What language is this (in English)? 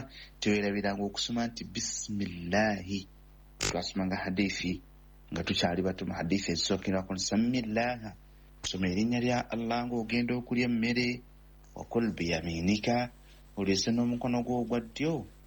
Ganda